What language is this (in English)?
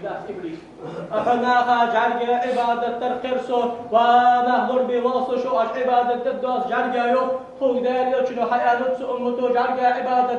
Ingush